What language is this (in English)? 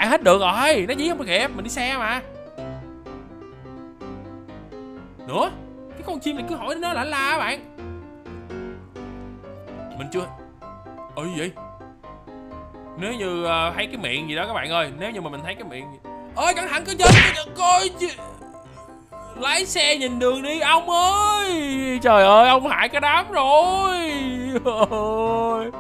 Vietnamese